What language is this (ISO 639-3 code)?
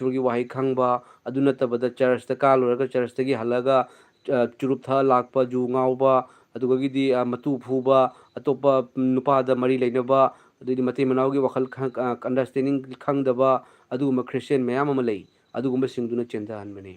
mni